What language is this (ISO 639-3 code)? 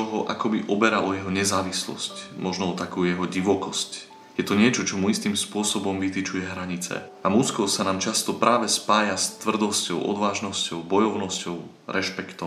slk